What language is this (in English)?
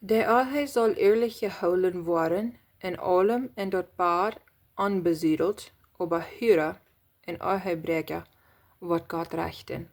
Plautdietsch